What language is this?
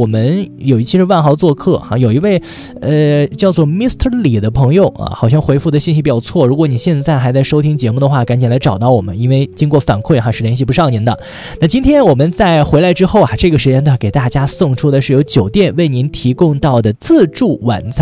Chinese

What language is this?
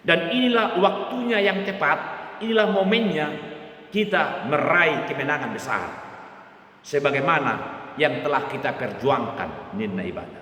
Batak Toba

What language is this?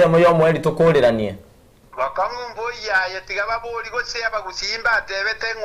Gusii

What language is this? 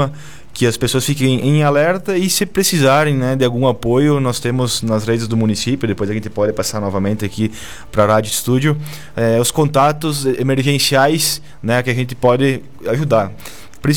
Portuguese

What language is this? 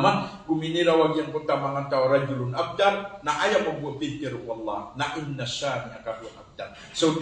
Maranao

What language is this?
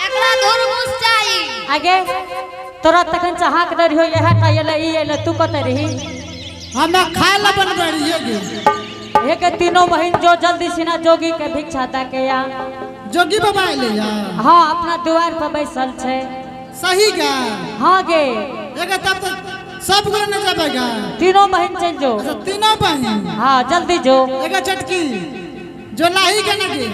Angika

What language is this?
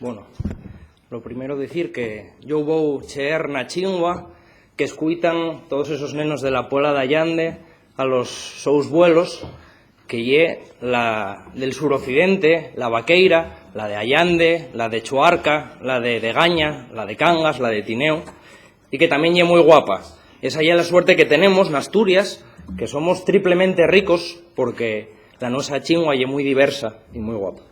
Asturian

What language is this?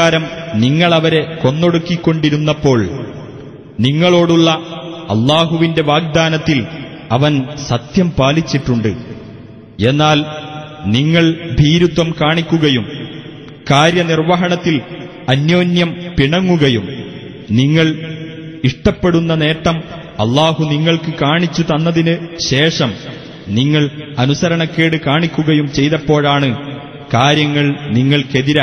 Malayalam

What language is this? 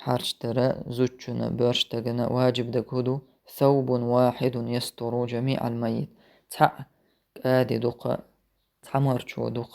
Chechen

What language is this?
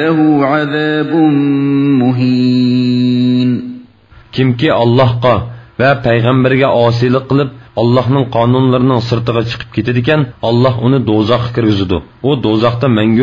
Uyghur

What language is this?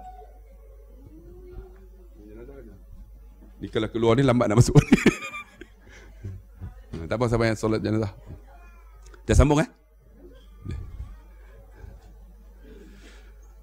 Malay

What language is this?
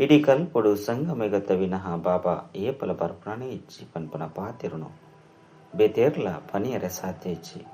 Tulu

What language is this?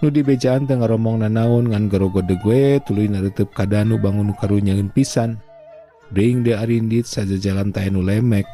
Sundanese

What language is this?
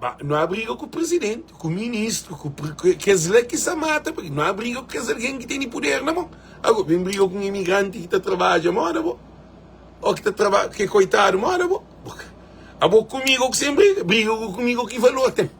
Kabuverdianu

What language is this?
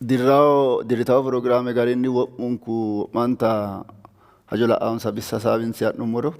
Sidamo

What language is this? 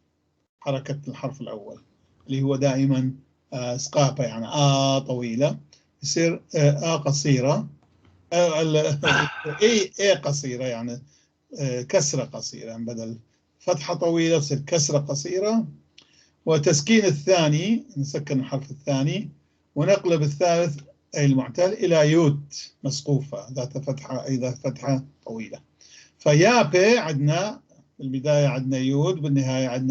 North Levantine Arabic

